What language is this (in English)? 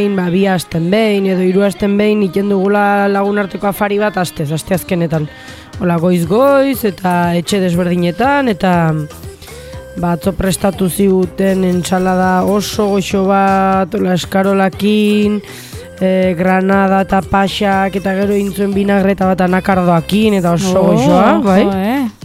Basque